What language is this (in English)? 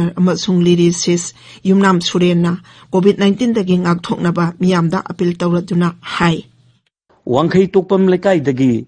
Manipuri